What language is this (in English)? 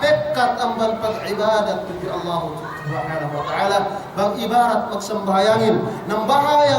Yakan